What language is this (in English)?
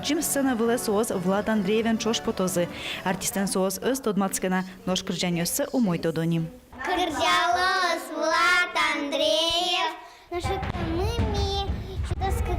Udmurt